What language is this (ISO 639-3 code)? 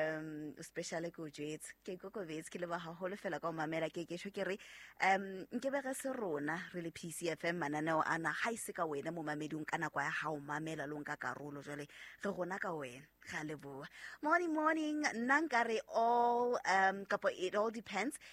sot